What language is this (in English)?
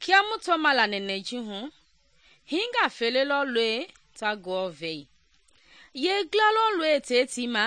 Mende